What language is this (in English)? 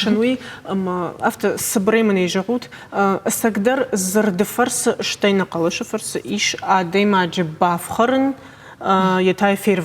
Ossetic